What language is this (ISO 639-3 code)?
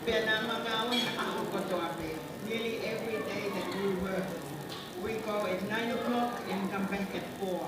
ton